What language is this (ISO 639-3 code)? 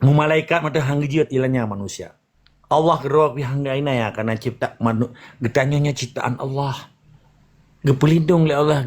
ace